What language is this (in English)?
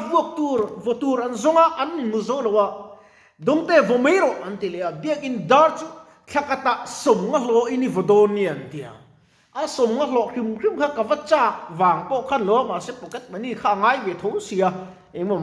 Mizo